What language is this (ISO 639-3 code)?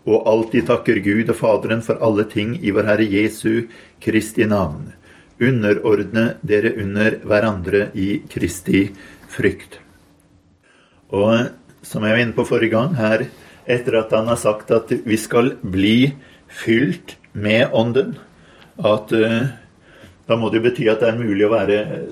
nor